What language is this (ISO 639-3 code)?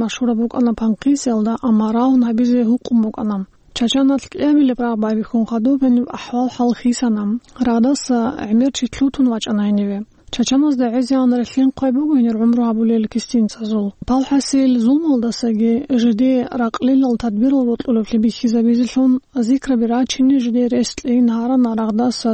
ava